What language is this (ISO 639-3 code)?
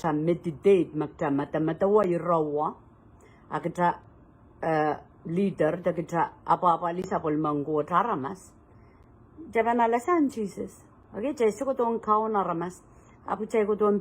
pon